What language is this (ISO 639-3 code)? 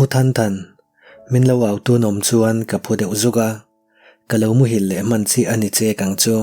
lus